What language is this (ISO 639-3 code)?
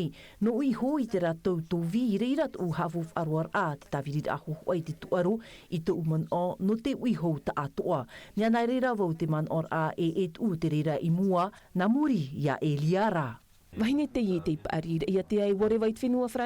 tah